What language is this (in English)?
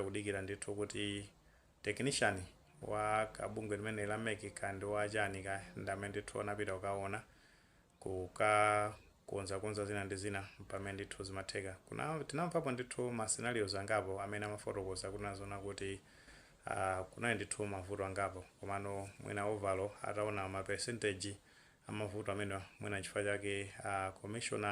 Nyanja